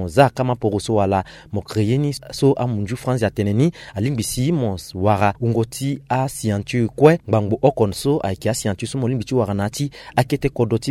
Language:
Sango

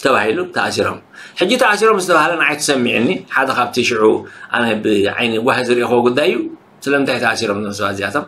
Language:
Tigrinya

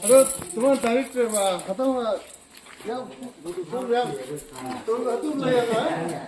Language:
Naga Pidgin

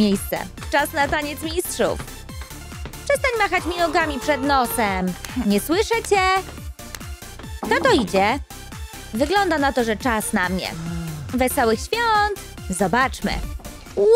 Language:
Polish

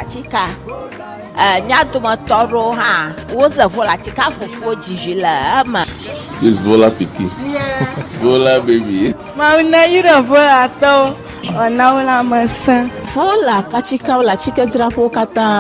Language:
Ewe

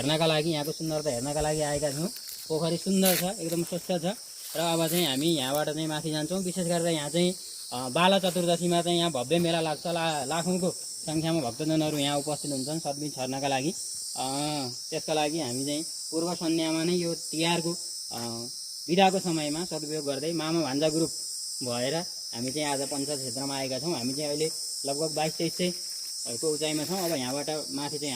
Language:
Nepali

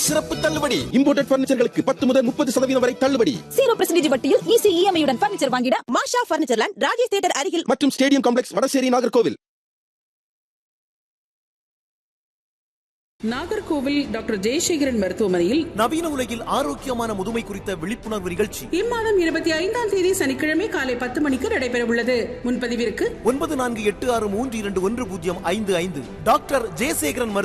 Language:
Tamil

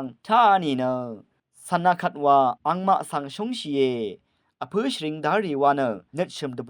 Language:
Rawang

